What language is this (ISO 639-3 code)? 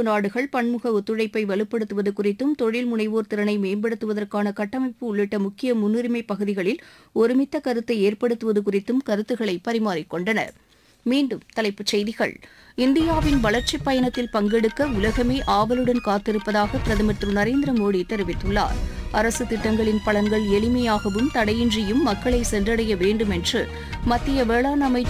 tam